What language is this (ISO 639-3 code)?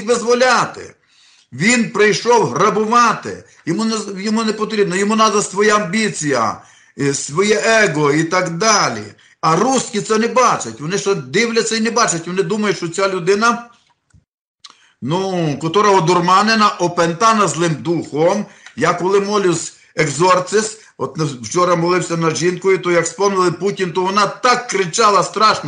ukr